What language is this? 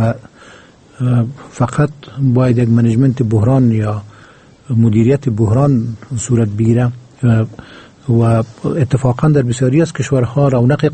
Persian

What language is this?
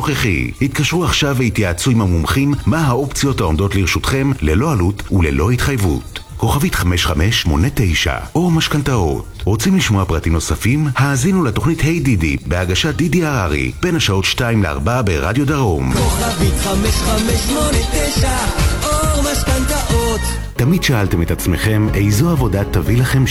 Hebrew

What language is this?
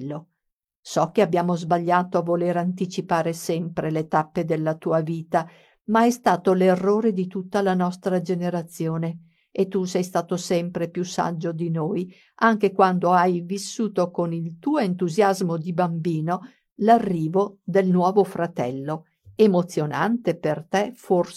Italian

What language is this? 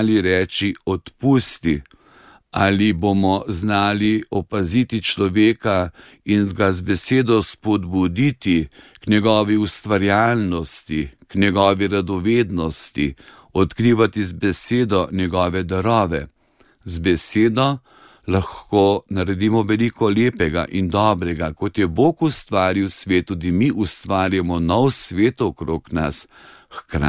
Slovenian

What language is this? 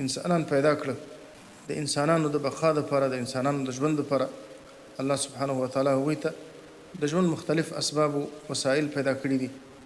Pashto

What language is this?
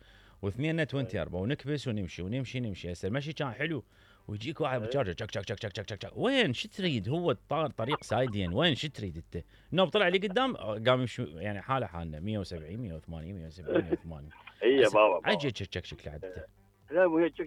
Mesopotamian Arabic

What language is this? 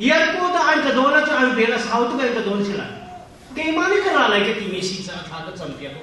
Hakha Chin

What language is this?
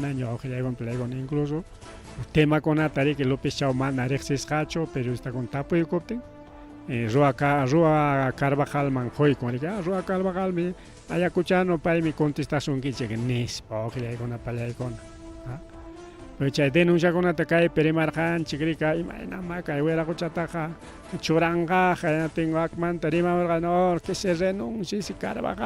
Ayacucho Quechua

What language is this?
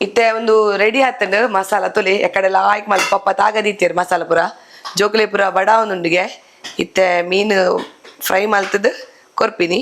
Tulu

